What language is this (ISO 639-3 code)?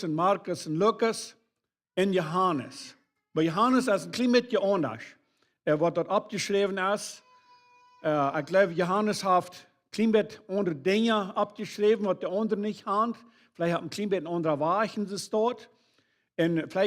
pdt